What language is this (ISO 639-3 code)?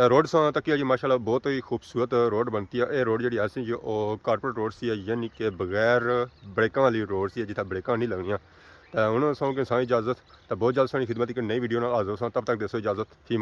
phr